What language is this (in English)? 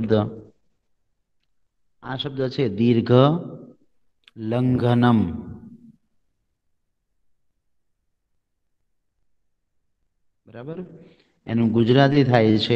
Gujarati